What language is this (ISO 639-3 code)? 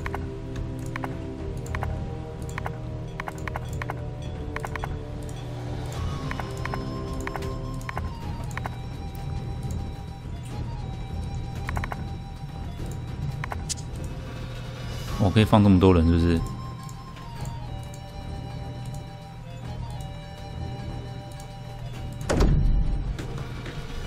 zho